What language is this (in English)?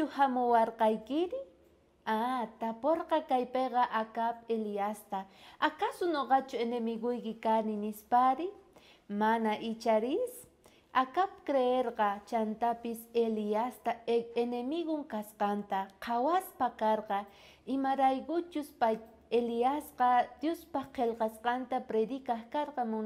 South Bolivian Quechua